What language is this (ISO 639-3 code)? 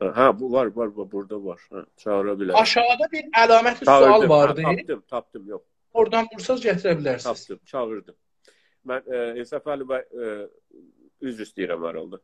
azb